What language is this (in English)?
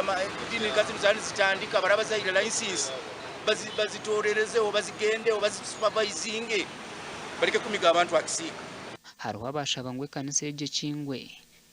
Nyankole